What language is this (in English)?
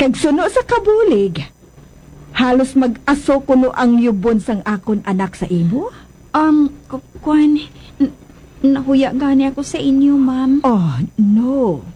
Hiligaynon